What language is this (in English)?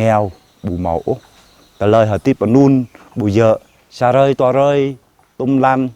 Jarai